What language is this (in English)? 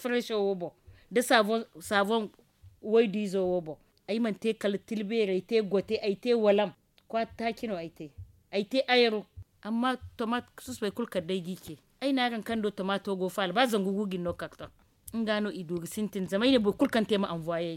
Zarma